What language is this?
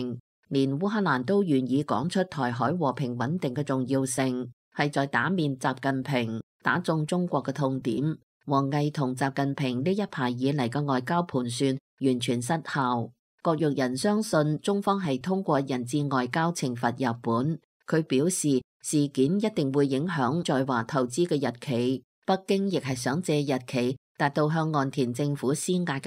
Cantonese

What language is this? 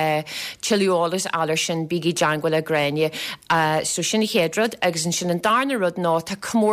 Irish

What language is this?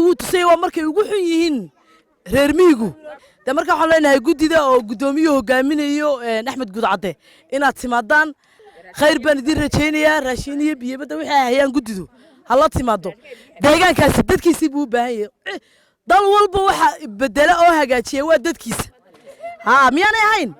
Somali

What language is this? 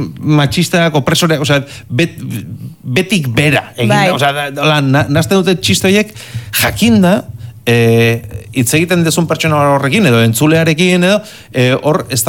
Basque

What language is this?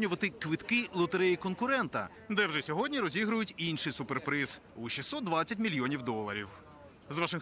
Ukrainian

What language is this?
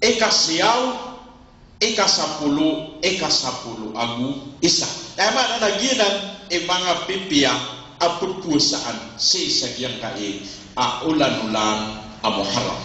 Maranao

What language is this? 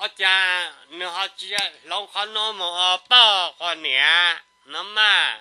Hmong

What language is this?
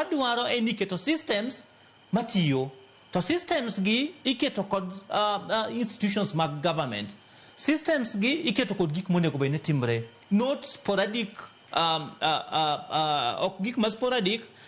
Luo (Kenya and Tanzania)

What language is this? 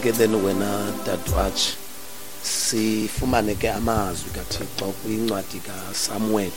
Xhosa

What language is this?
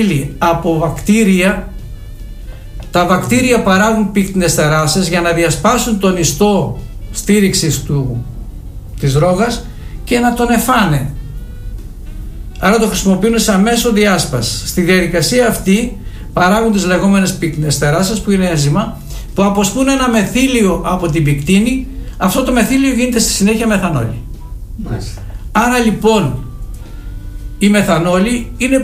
Greek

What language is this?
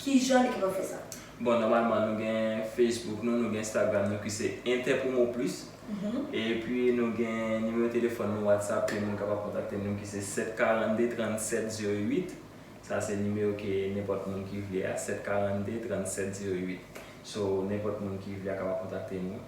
Haitian Creole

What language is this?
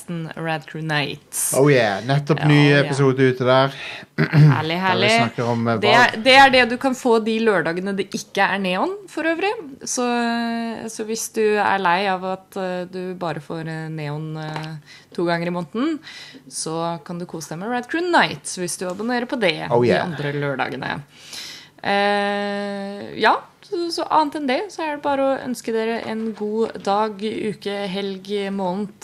Norwegian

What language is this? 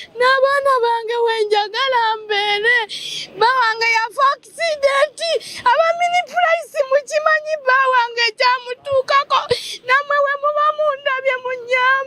Ganda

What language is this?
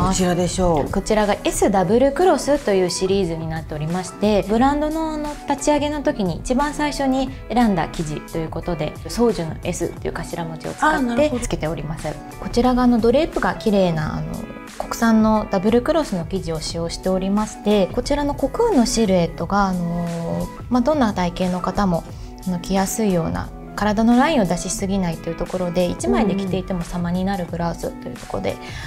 Japanese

